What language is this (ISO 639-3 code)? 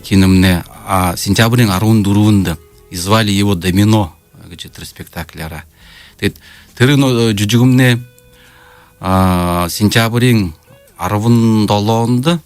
bua